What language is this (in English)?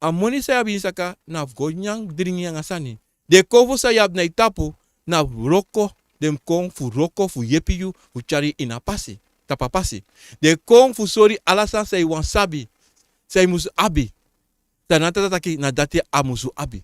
Sranan Tongo